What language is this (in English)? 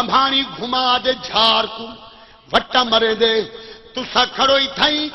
Saraiki